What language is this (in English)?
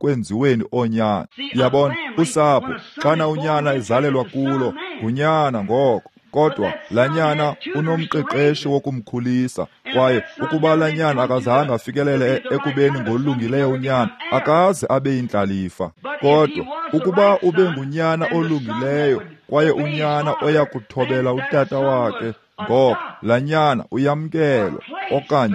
Xhosa